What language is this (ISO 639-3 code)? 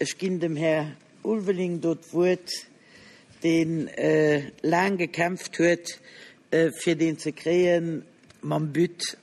ltz